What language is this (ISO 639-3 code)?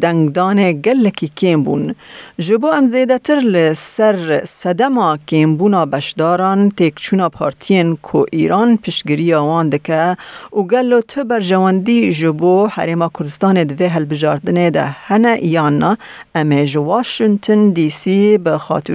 kur